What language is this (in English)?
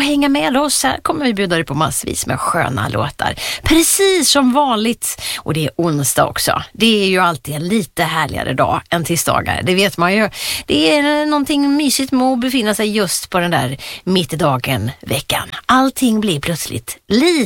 Swedish